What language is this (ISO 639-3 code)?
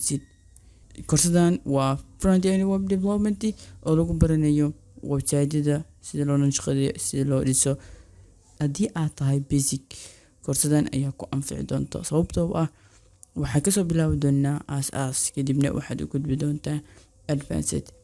som